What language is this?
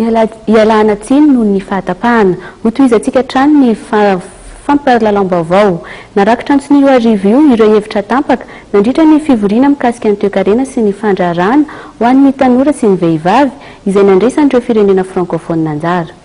Malagasy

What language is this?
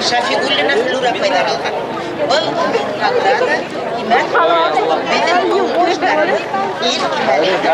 Bashkir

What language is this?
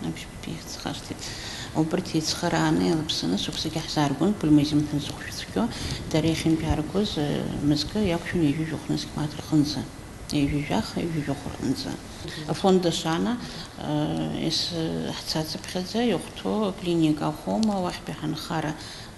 Abkhazian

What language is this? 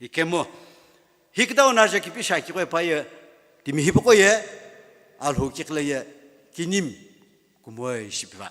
Sumi Naga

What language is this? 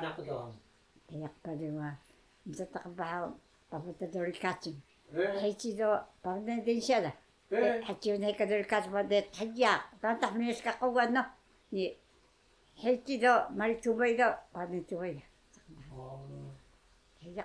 Taroko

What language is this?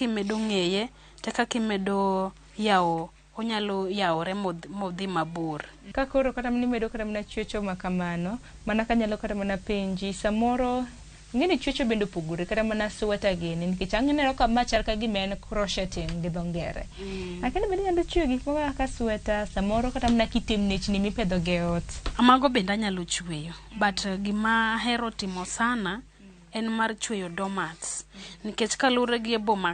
Luo (Kenya and Tanzania)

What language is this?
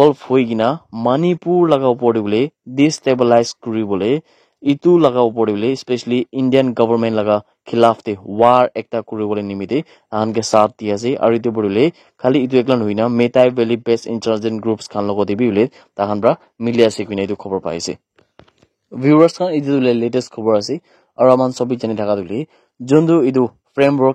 Naga Pidgin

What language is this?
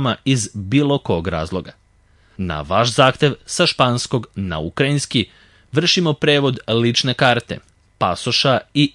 Serbian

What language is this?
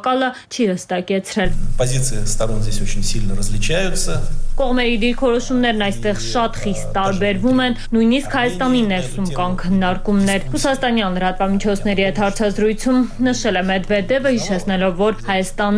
Armenian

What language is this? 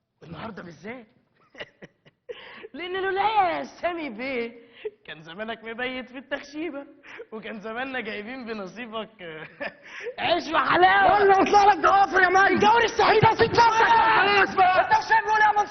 Egyptian Arabic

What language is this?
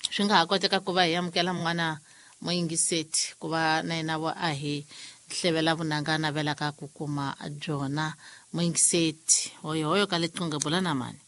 Tsonga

